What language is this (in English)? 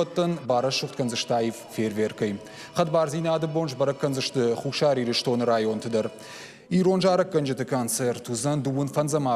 Ossetic